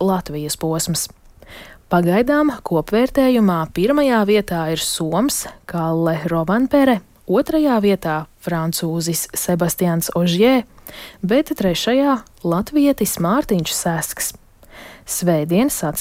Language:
Latvian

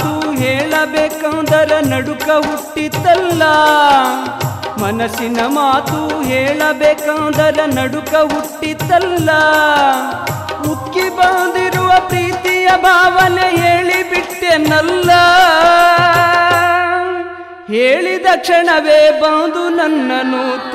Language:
Kannada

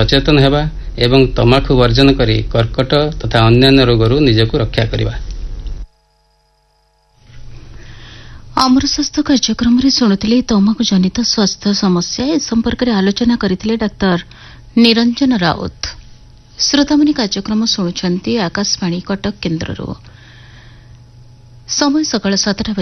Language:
Odia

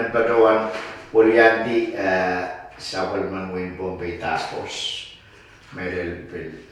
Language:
Pohnpeian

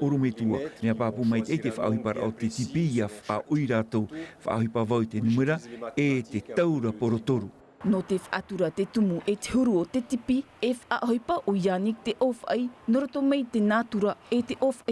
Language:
Tahitian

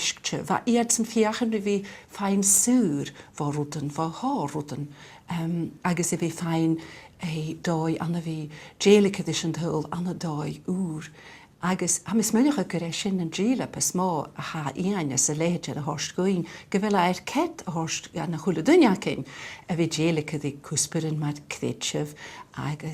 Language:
Scottish Gaelic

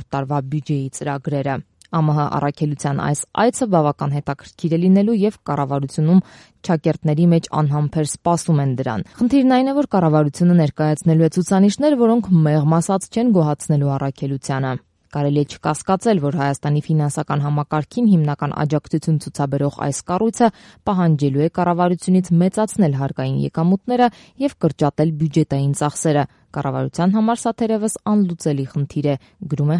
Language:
Armenian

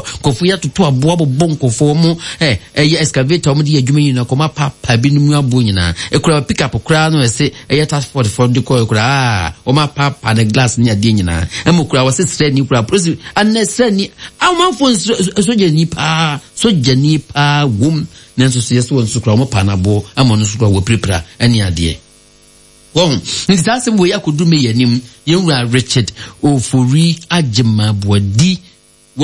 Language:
Akan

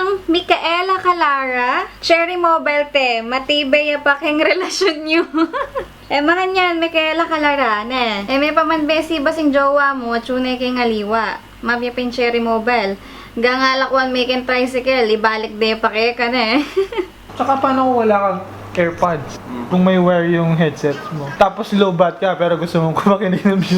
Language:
Pampanga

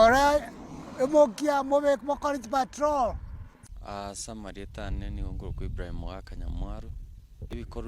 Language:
Gusii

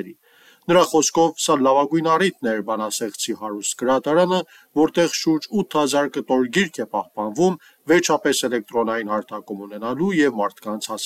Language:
Armenian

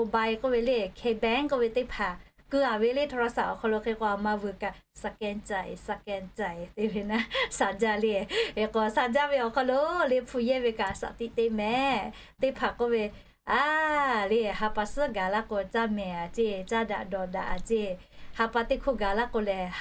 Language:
Lahu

